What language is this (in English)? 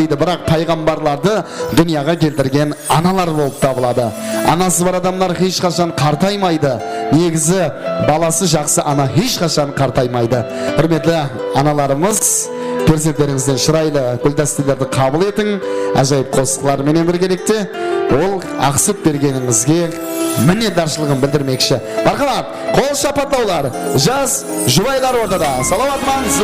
Kara-Kalpak